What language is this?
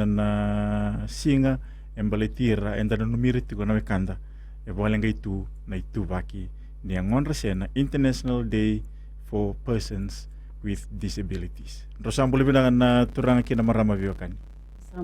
Fijian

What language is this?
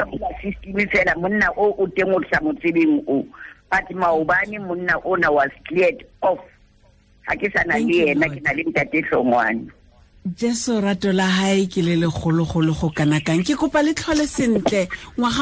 Tswana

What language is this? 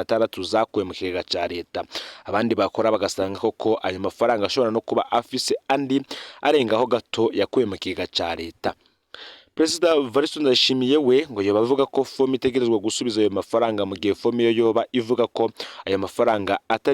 Rundi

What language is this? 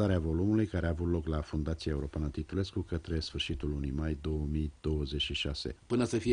Romanian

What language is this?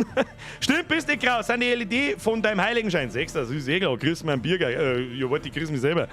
Bavarian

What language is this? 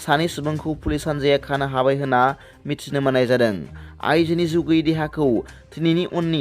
Bodo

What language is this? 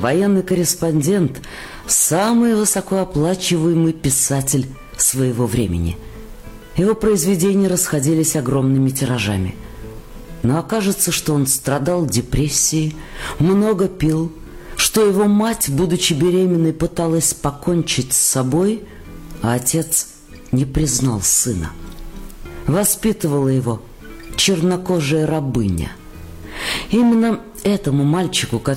Russian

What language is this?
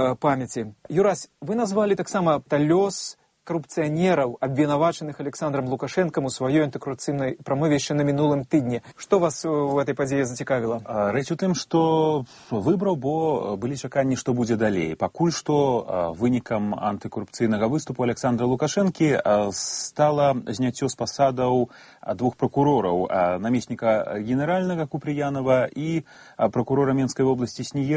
Belarusian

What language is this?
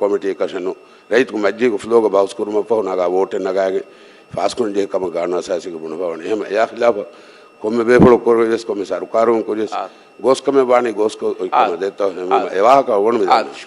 Divehi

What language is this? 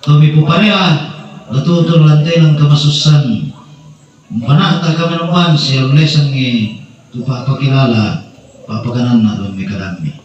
Toraja-Sa'dan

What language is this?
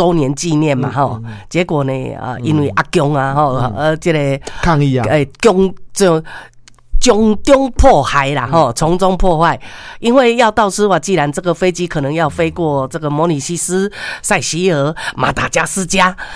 Min Nan Chinese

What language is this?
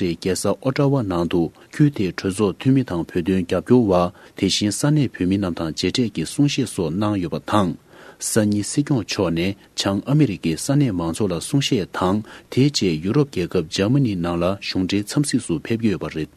Tibetan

